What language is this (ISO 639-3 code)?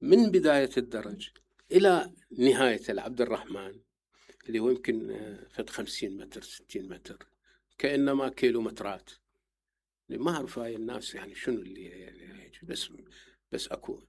acm